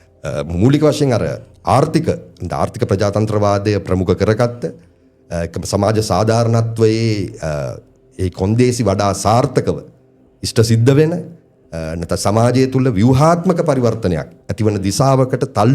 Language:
Sinhala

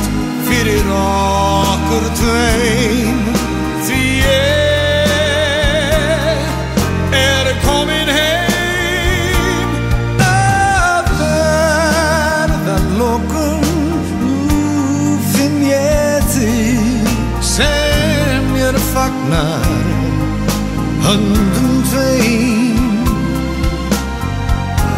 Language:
Icelandic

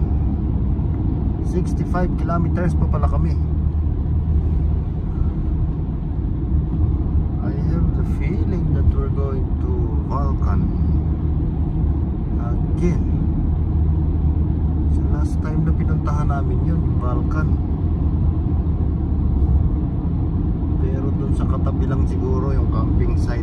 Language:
Filipino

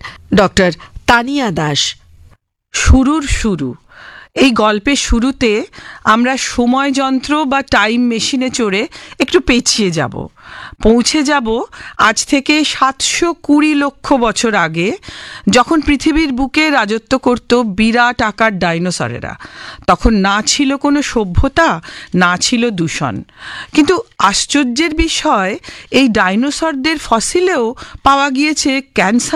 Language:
Bangla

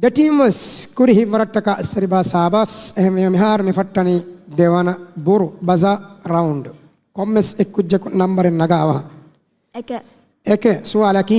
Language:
Divehi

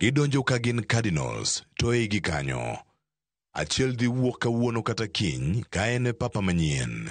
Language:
Luo (Kenya and Tanzania)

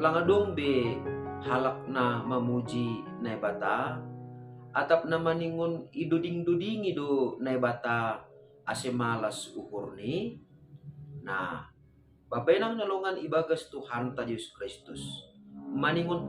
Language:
Batak Simalungun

